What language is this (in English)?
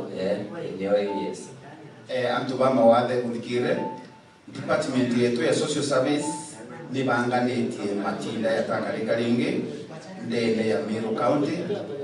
Meru